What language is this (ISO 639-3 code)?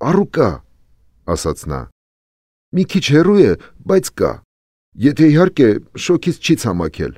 hye